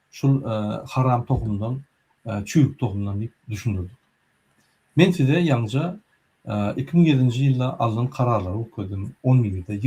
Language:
Turkmen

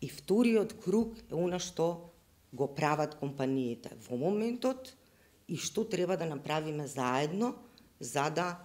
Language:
Macedonian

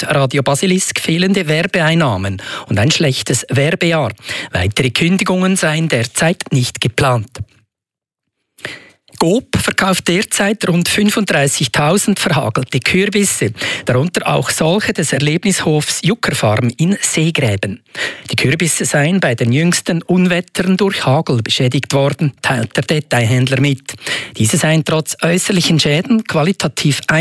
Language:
German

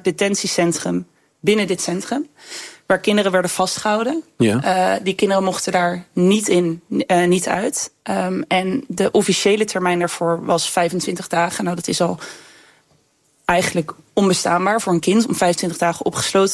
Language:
Dutch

